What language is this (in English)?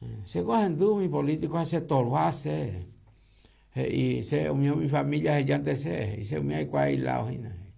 Guarani